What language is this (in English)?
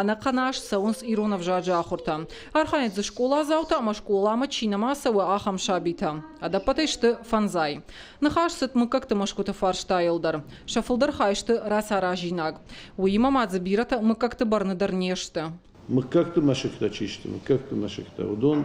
Ossetic